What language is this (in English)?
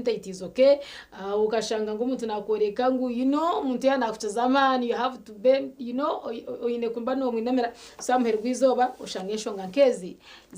Nyankole